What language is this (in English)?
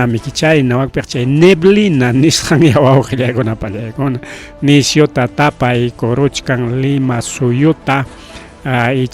Ayacucho Quechua